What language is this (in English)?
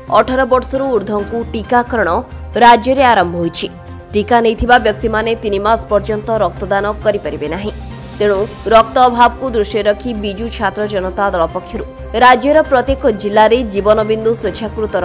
Odia